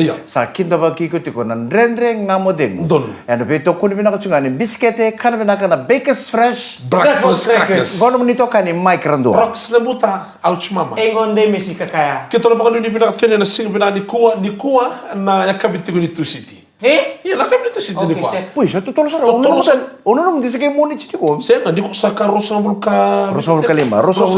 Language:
Fijian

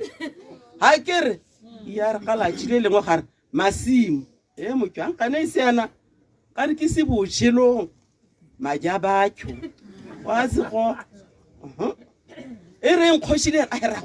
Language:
Tswana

